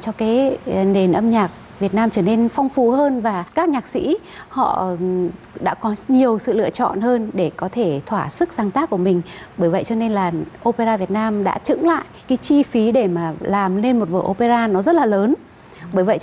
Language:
Vietnamese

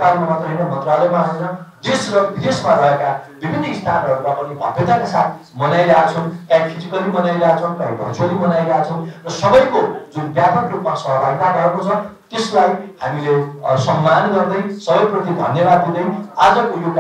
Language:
Nepali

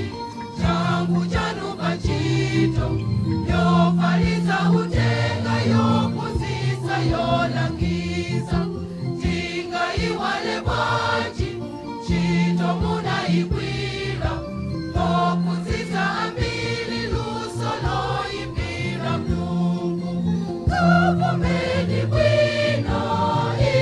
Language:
Nyanja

